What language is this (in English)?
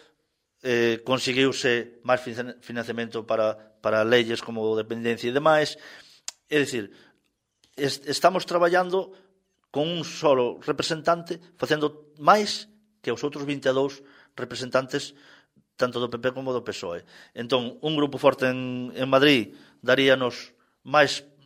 Galician